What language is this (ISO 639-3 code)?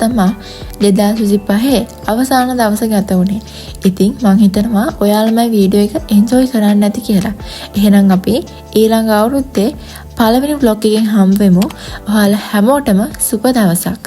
sin